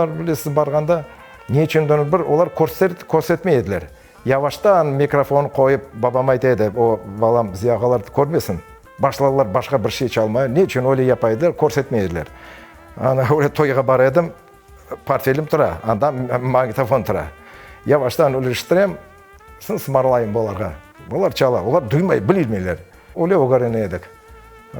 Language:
Crimean Tatar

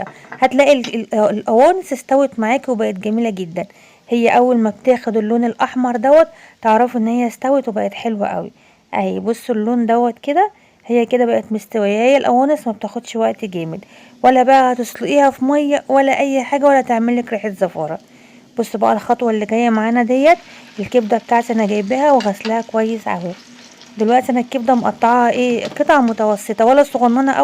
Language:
Egyptian Arabic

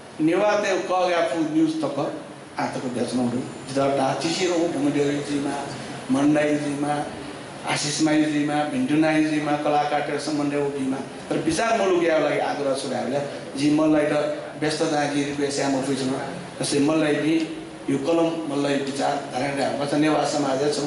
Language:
Newari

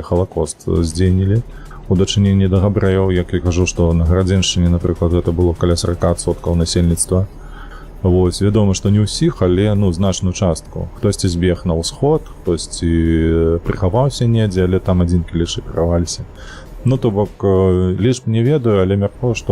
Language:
Belarusian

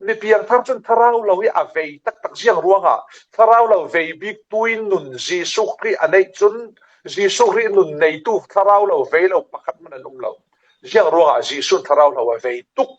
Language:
Falam Chin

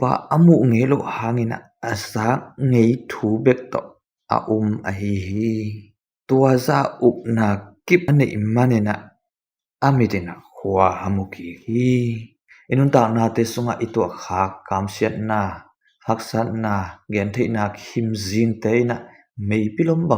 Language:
Tedim Chin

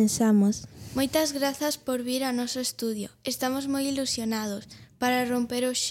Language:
Galician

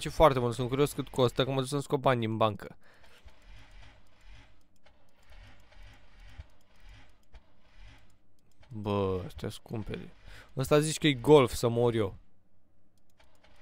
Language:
Romanian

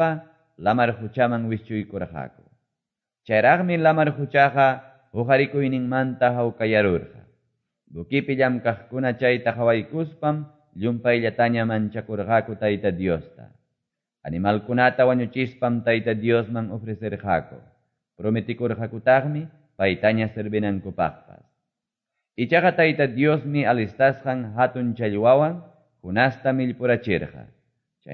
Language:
Quechua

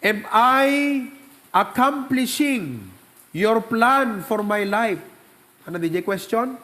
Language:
Iloko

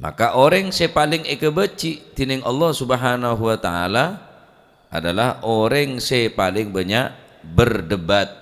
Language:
Madurese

